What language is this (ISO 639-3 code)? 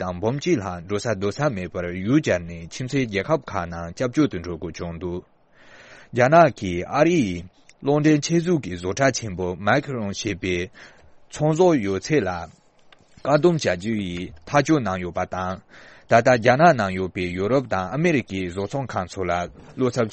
bod